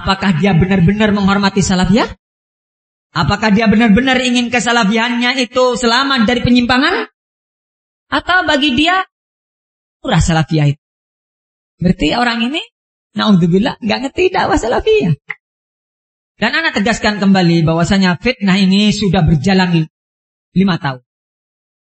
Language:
Indonesian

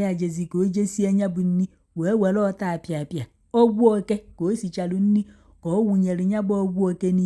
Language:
Igbo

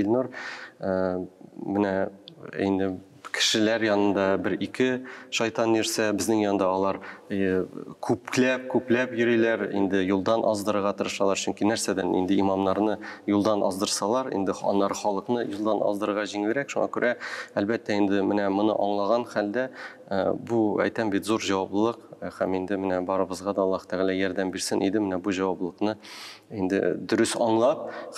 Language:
Tatar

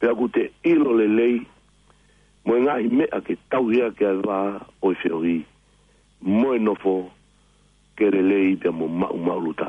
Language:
Tongan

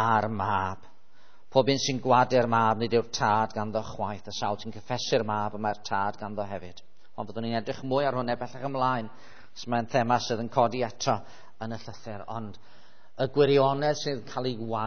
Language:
Welsh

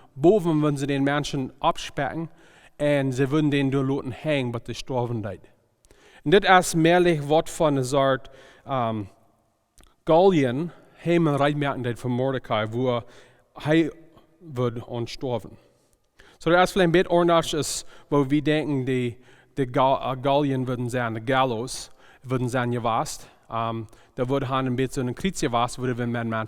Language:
Plautdietsch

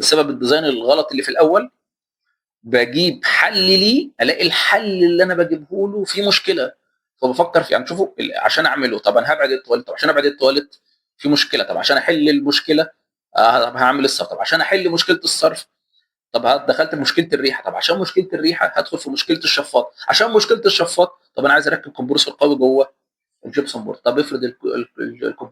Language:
Egyptian Arabic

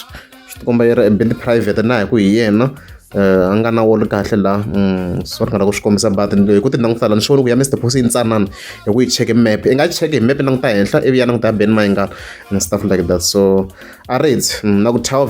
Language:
Tsonga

